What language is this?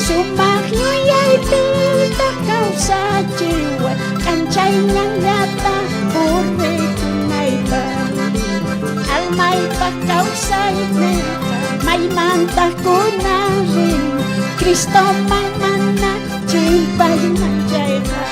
South Bolivian Quechua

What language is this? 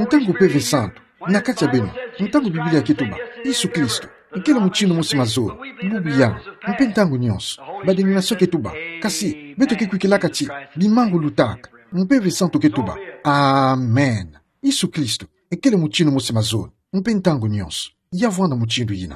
Kituba (Democratic Republic of Congo)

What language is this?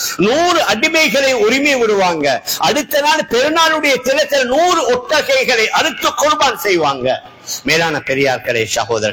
Tamil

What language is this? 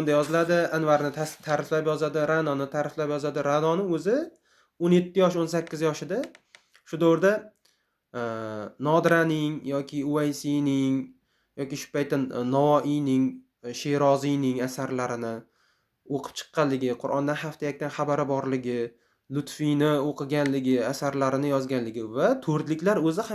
Uzbek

